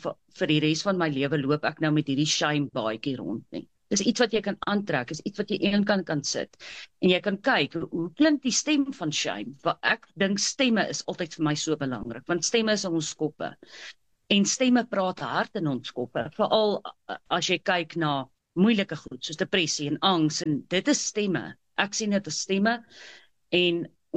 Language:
Afrikaans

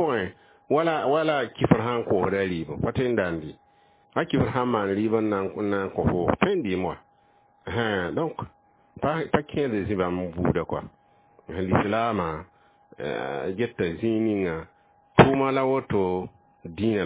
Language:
Mossi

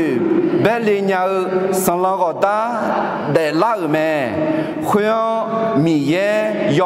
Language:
Akha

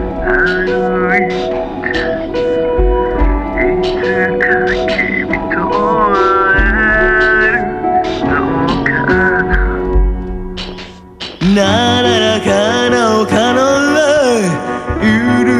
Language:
Japanese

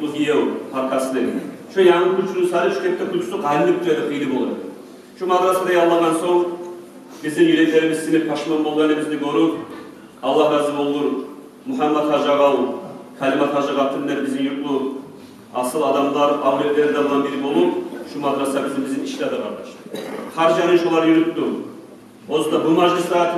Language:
Kumyk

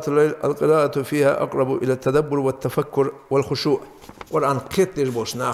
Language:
Ingush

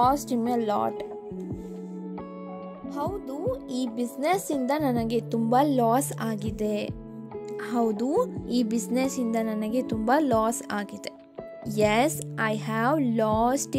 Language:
Kannada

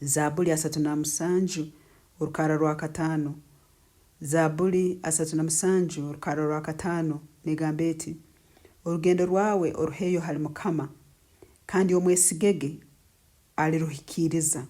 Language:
Nyankole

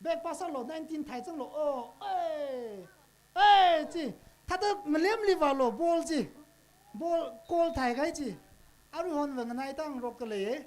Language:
Tangkhul Naga (India)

